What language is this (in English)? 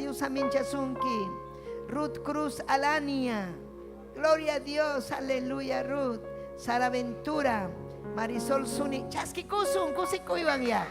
Ayacucho Quechua